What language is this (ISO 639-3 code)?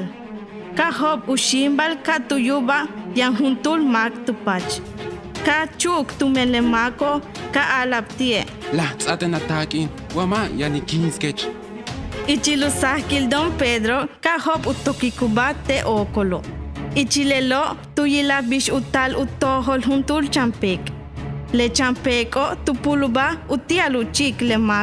yua